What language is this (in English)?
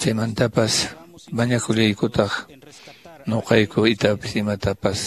Quechua